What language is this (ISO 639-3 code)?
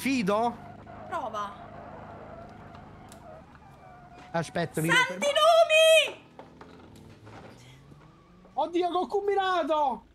ita